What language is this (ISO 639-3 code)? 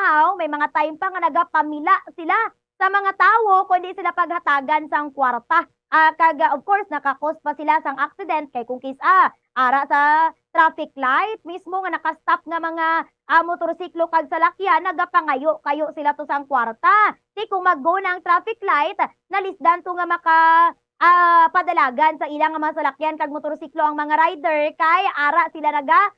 hil